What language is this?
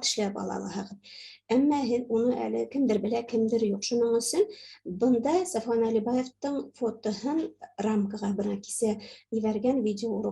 Bashkir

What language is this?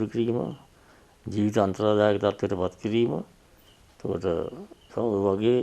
Sinhala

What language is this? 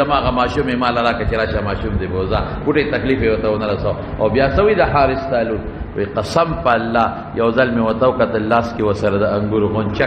Pashto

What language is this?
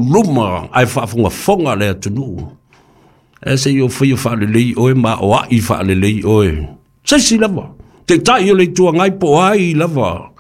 Samoan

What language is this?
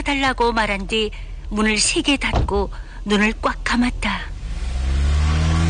Korean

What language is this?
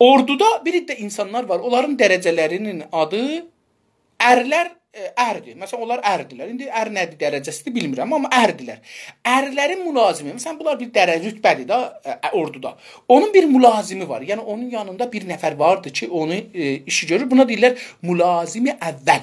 South Azerbaijani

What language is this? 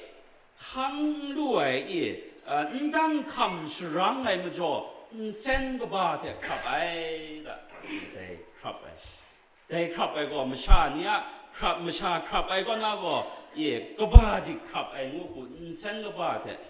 Kachin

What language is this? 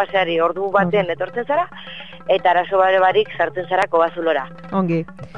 Basque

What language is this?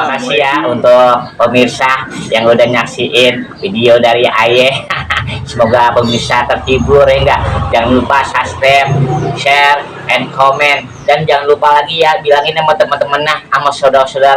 Betawi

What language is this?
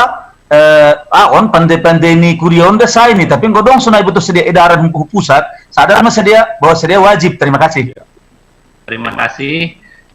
Batak Simalungun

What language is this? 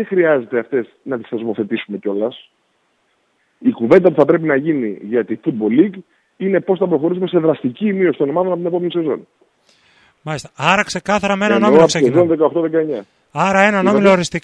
Greek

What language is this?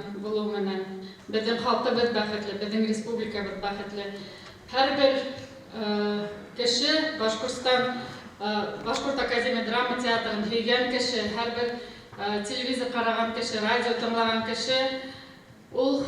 Bashkir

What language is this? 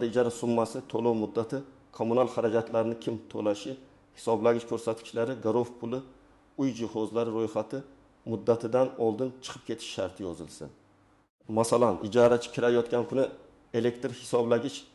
Uzbek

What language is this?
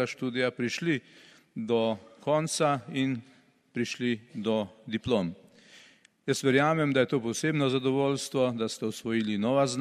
Slovenian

